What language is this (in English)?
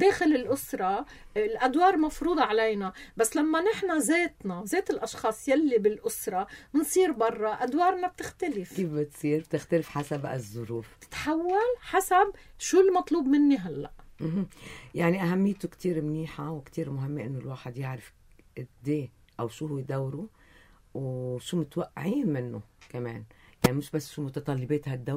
North Levantine Arabic